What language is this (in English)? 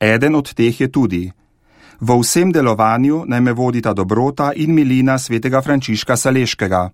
Slovenian